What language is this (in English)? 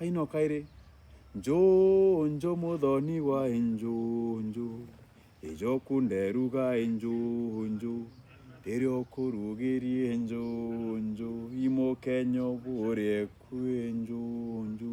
Meru